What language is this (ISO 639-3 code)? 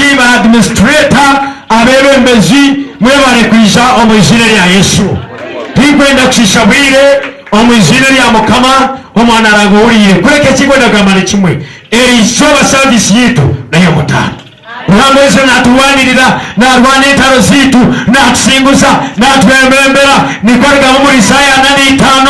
nyn